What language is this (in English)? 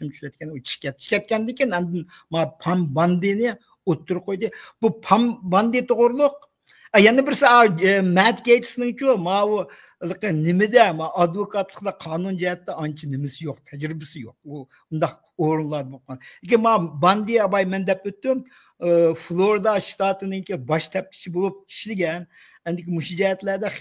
Uyghur